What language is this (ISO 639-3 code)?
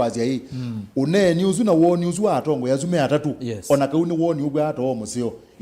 kam